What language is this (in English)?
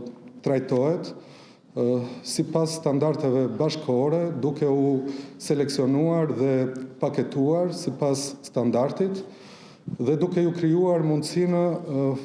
Albanian